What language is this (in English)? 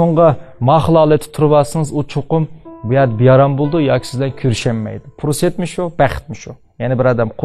Uyghur